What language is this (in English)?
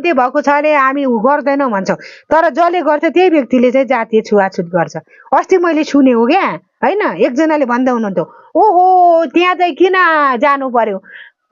Nepali